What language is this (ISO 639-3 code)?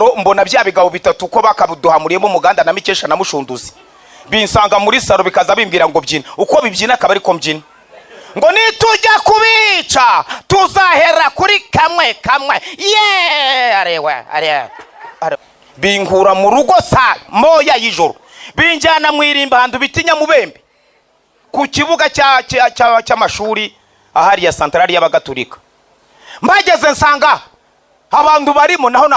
kin